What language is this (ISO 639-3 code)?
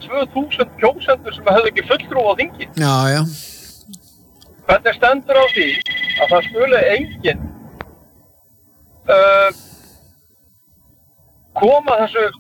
isl